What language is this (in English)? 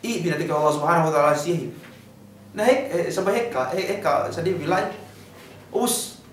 Yakan